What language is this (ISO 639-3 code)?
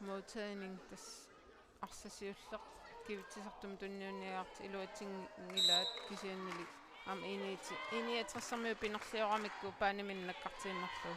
kal